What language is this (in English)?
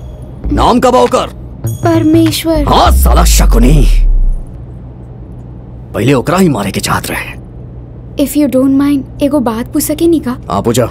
Bhojpuri